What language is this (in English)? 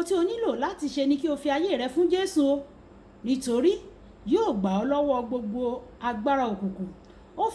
Yoruba